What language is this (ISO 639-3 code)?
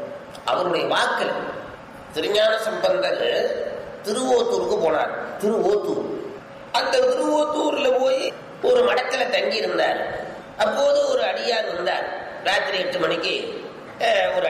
tam